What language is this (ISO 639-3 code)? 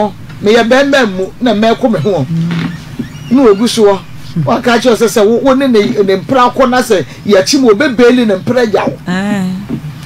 aka